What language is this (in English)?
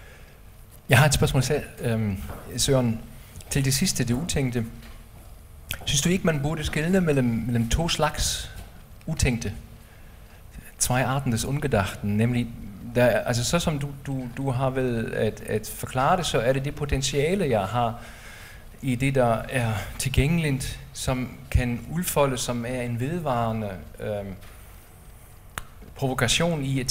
Danish